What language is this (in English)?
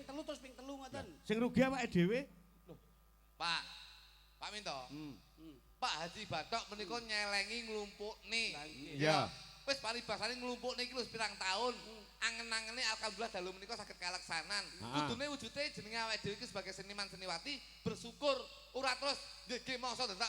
Javanese